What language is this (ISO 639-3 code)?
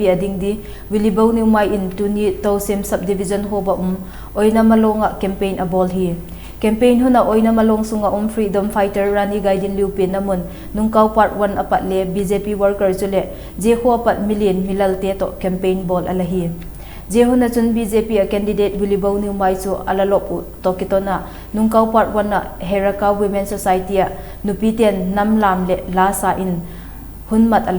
vap